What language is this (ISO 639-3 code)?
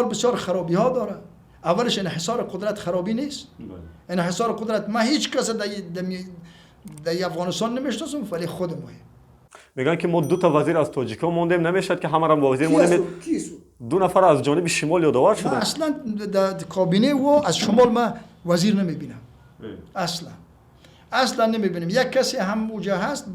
tgk